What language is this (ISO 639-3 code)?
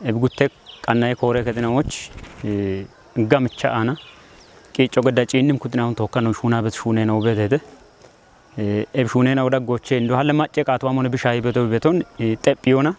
kbr